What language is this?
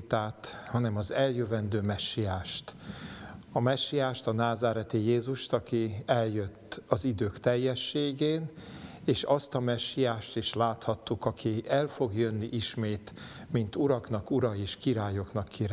Hungarian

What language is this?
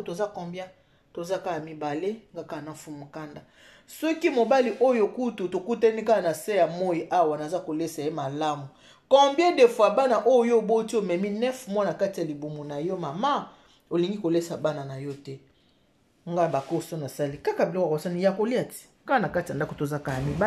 Lingala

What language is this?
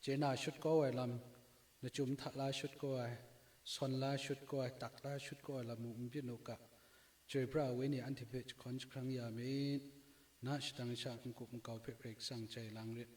Kachin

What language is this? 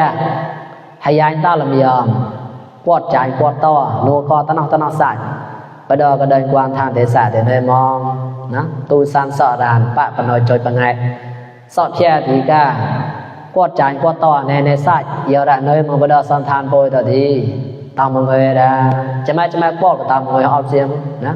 Mon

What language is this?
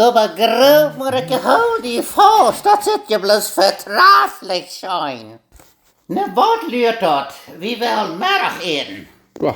Plautdietsch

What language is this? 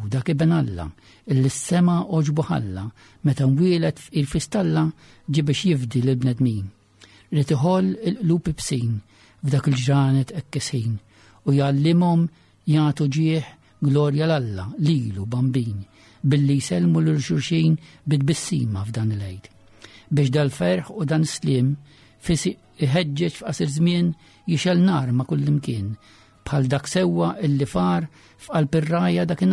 Maltese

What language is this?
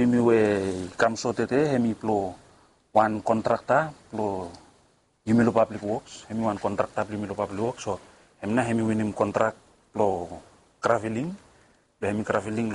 Bislama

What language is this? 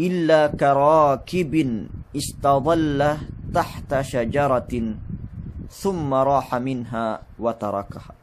Yakan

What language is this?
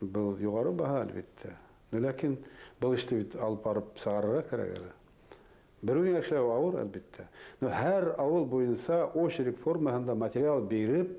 Bashkir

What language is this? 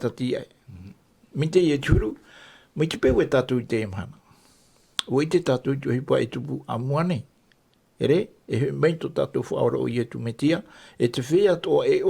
Tahitian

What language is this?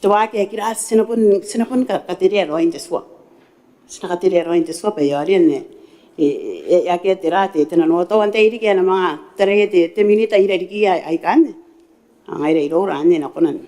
Gilbertese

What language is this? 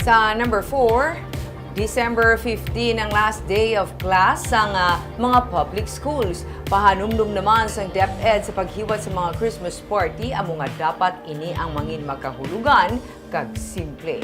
Hiligaynon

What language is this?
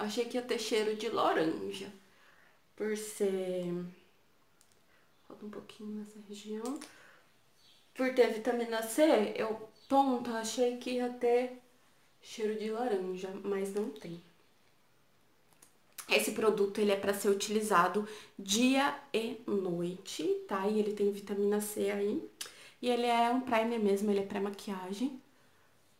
Portuguese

